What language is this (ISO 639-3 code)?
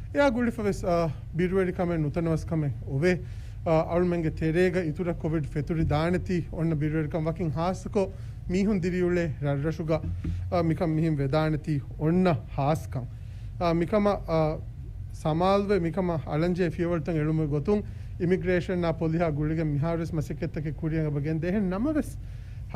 div